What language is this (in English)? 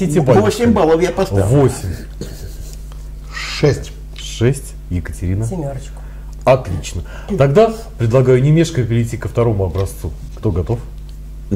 Russian